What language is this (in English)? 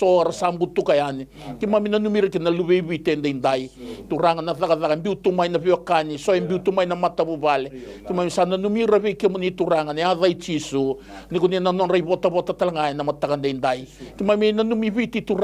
Fijian